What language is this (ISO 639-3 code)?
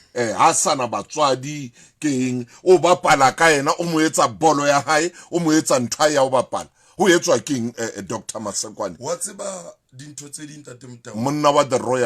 sot